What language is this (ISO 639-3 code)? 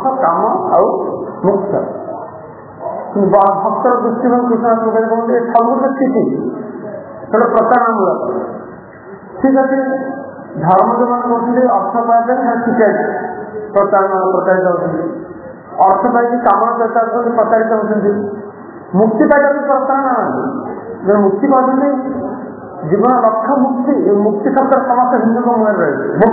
ori